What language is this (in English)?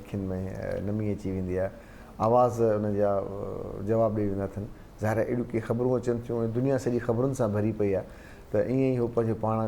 Sindhi